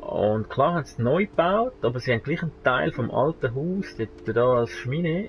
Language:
Swiss German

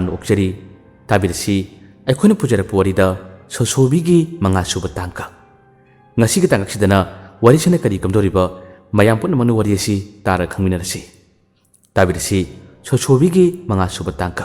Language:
Manipuri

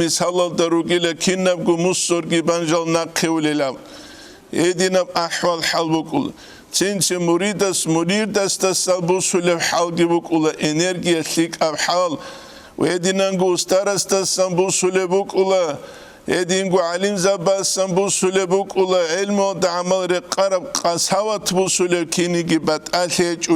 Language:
Avaric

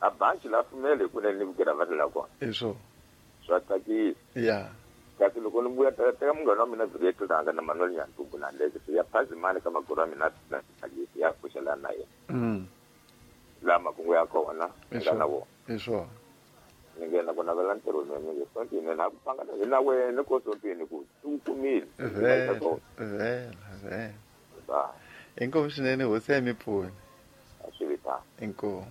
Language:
Tsonga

